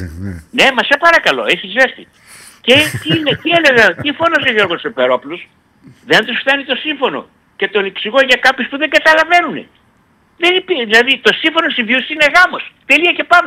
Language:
Greek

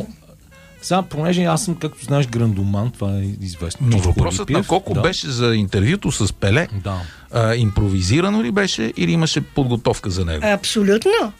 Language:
Bulgarian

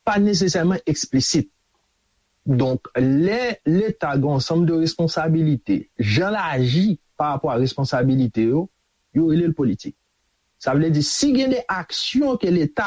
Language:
Haitian Creole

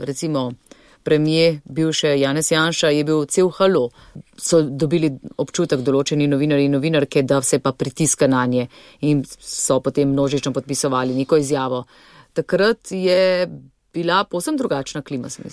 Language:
Slovenian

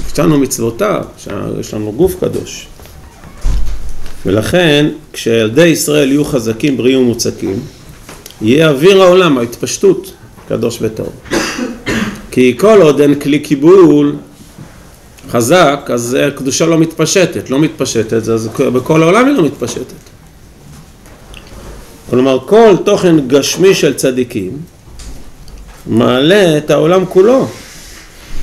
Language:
Hebrew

